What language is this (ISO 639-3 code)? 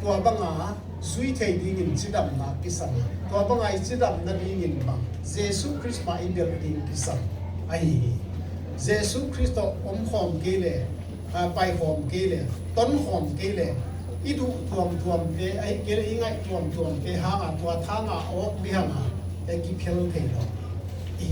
ctd